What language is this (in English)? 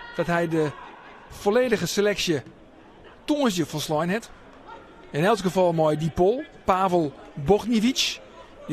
Western Frisian